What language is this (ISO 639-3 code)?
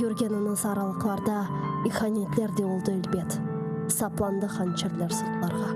crh